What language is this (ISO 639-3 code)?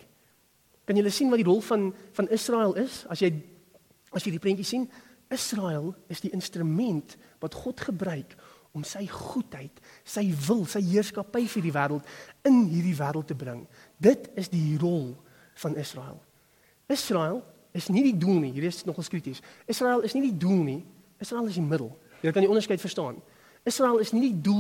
afr